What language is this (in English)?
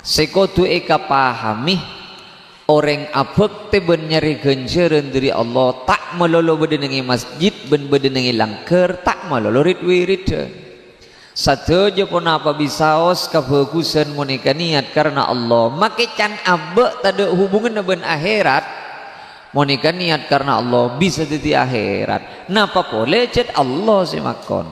Madurese